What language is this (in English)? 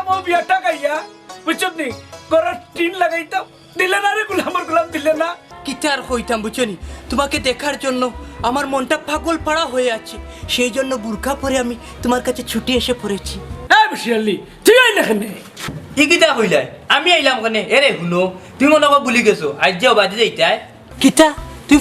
Sylheti